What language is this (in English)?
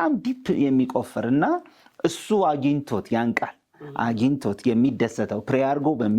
Amharic